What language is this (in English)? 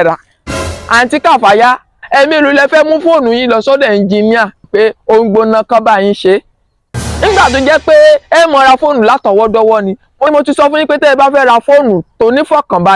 Yoruba